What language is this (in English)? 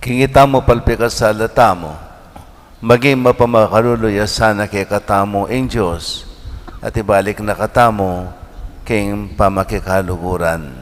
Pampanga